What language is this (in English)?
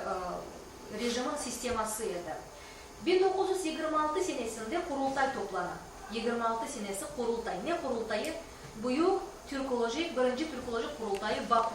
Crimean Tatar